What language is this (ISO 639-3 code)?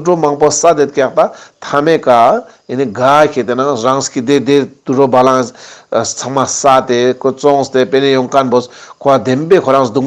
lbj